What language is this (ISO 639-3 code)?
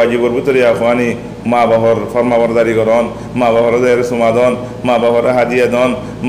rhg